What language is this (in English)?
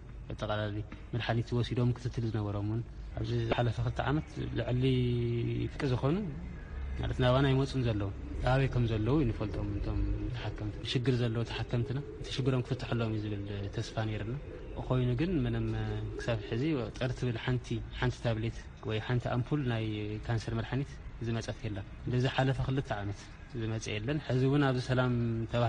Tigrinya